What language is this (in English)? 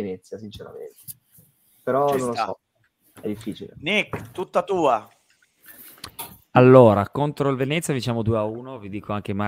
Italian